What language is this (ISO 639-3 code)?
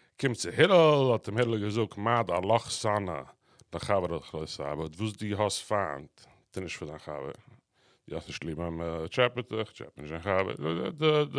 yid